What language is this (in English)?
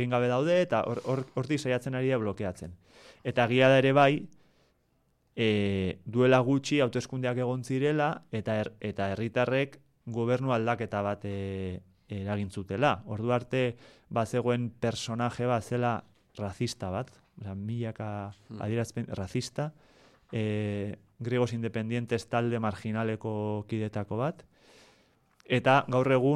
Basque